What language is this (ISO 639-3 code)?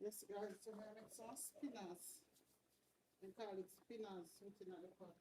jam